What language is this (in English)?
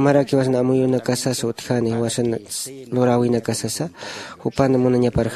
Aymara